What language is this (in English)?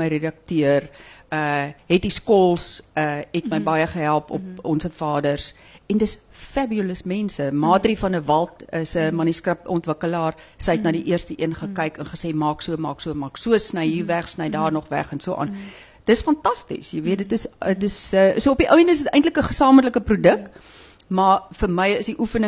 Afrikaans